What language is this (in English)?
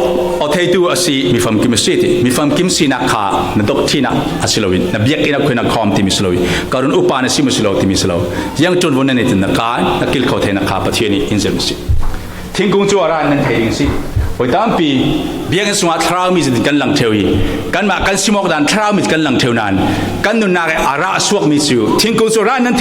Falam Chin